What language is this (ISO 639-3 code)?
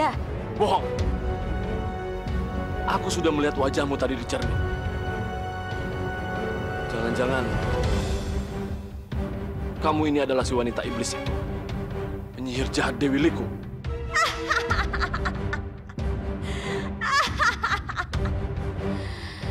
ind